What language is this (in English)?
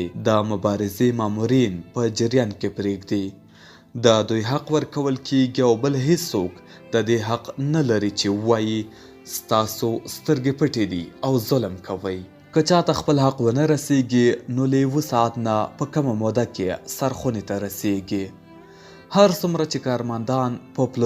Pashto